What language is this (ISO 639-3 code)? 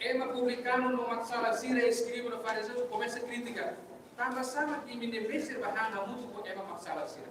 tet